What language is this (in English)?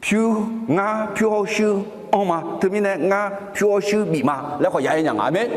Akha